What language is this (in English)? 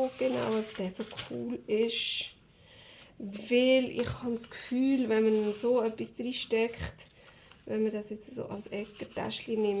Swiss German